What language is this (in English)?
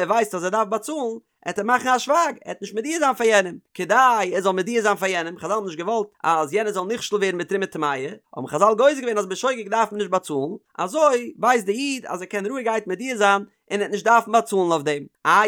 Yiddish